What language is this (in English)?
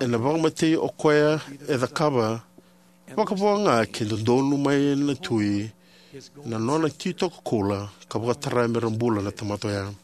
Fijian